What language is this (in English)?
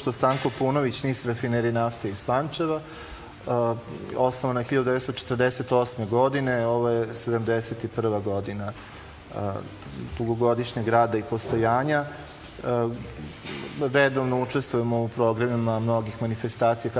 Serbian